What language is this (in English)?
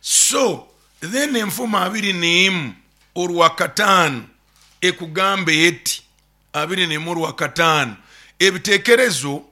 Nyoro